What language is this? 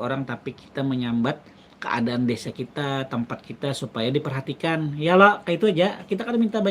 Banjar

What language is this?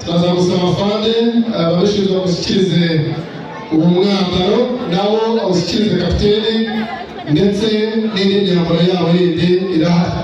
Kinyarwanda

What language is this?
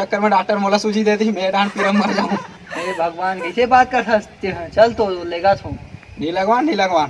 Chhattisgarhi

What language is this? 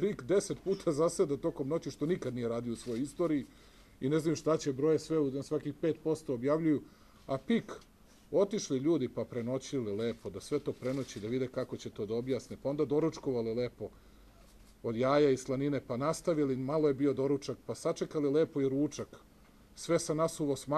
Serbian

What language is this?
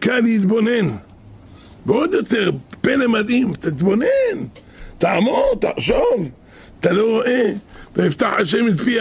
Hebrew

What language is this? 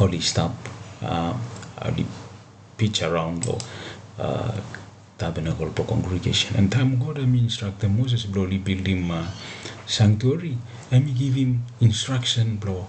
Bislama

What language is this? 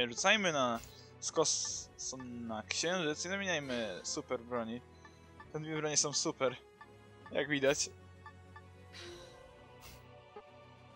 Polish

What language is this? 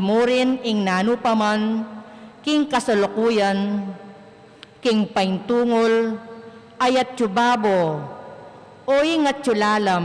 Pampanga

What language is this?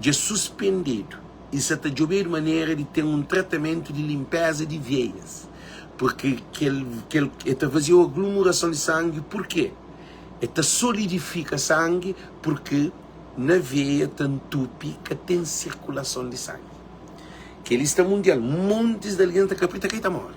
Kabuverdianu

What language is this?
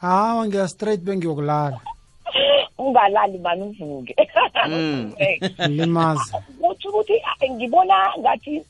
South Ndebele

